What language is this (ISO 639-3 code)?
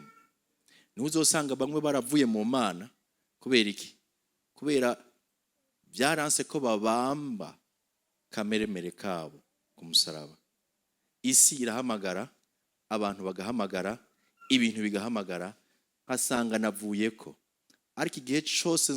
run